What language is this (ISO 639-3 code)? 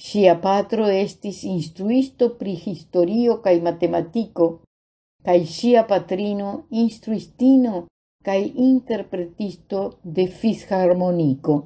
epo